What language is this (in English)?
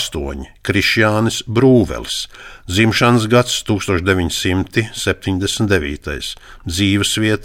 Latvian